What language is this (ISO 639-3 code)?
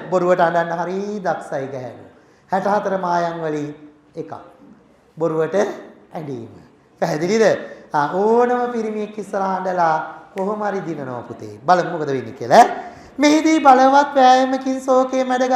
sin